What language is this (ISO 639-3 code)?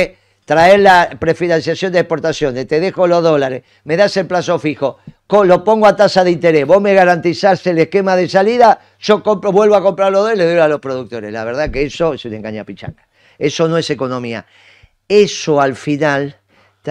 spa